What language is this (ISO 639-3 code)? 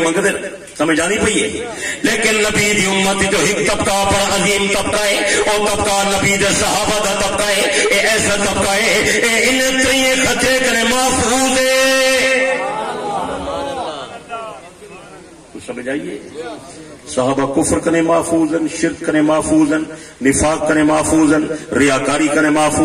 skr